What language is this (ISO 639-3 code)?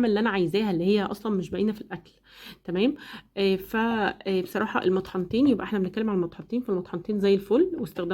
arz